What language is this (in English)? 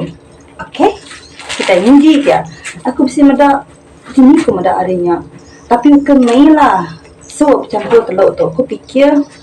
Iban